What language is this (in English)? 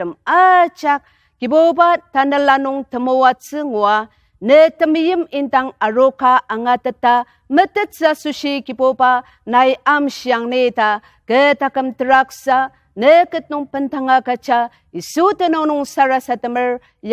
Ao Naga